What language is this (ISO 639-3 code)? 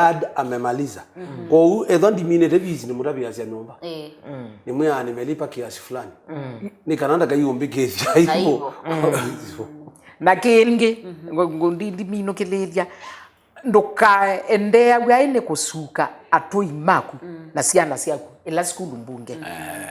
kam